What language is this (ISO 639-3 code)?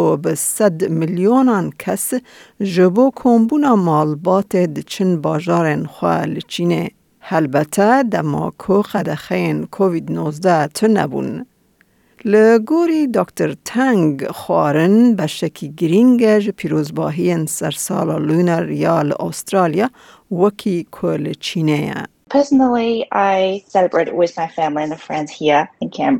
kur